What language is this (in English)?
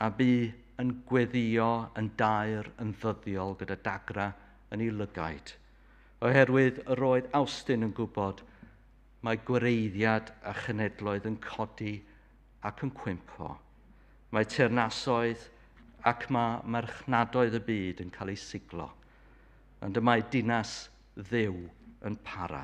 Welsh